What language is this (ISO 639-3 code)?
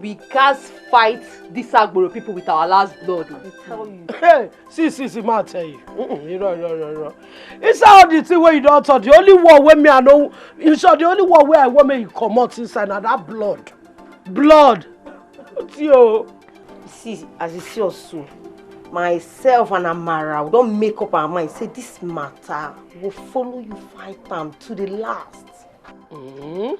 pcm